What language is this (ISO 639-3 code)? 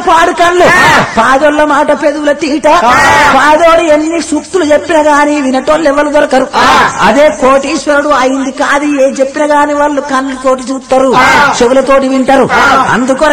tel